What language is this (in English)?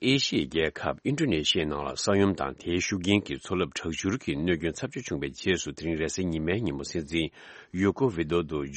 Tibetan